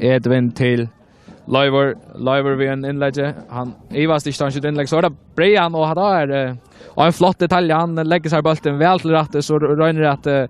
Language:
Faroese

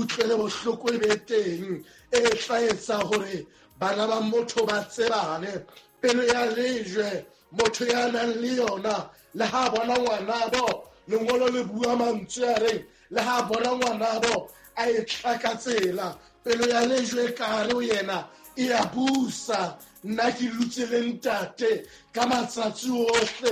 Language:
Southern Sotho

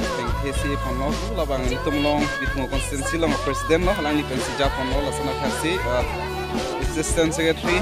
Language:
Karbi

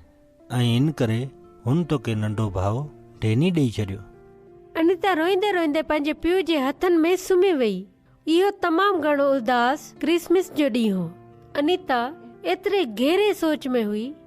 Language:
Sindhi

